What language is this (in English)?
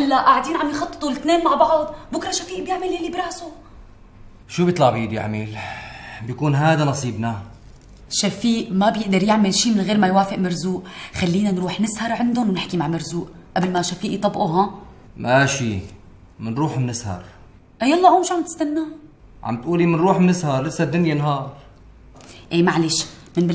North Levantine Arabic